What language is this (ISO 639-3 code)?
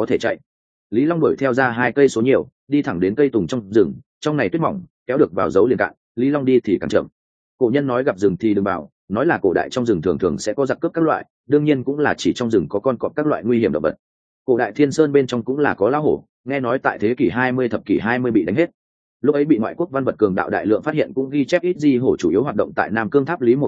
vie